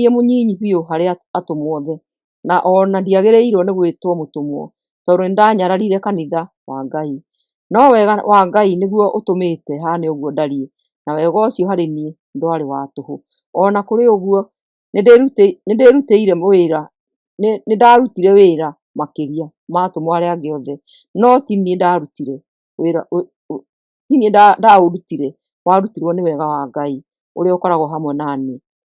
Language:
Kikuyu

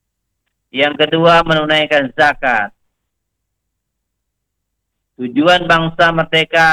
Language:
Indonesian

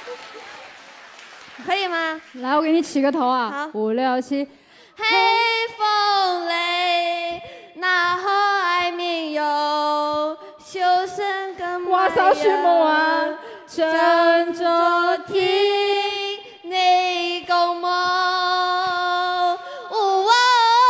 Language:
Chinese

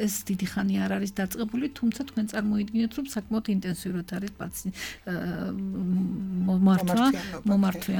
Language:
Georgian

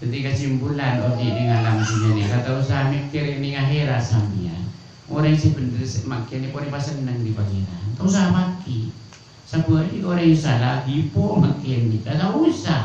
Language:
Madurese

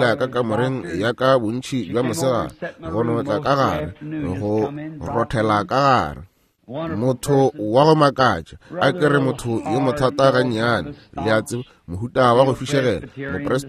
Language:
Northern Sotho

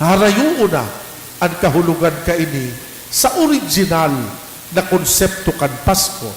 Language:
Bikol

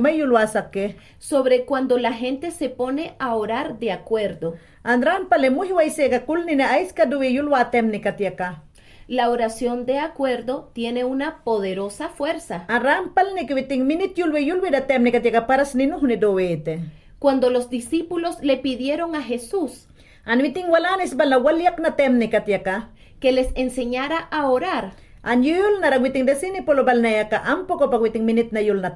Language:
Mayangna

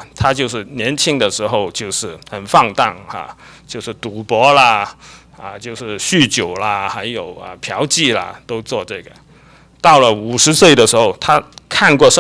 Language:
Chinese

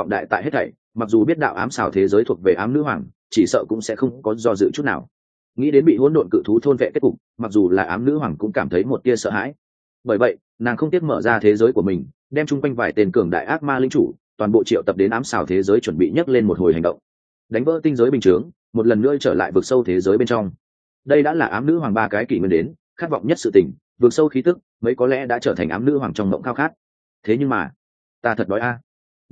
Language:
Vietnamese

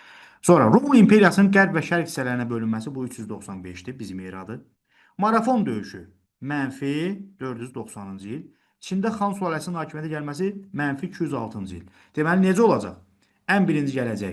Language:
Azerbaijani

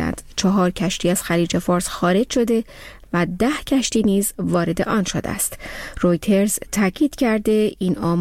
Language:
Persian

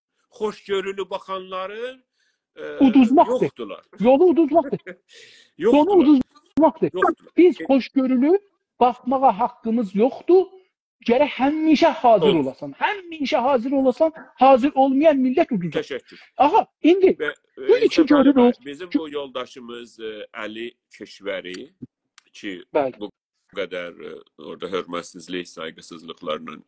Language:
South Azerbaijani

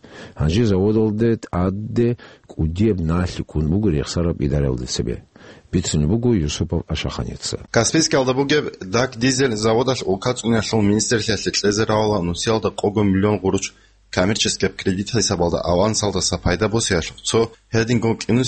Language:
Avaric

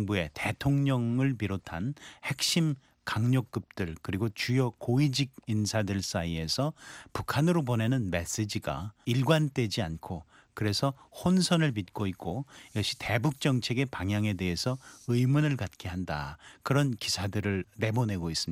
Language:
Korean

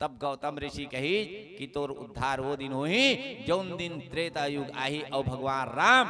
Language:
Chhattisgarhi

